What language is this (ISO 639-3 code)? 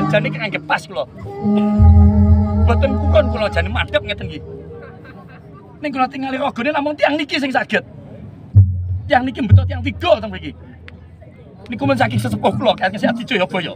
jav